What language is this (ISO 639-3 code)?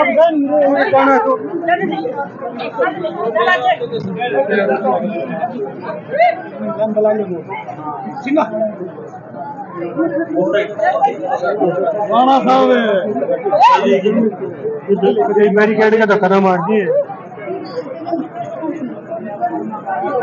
hin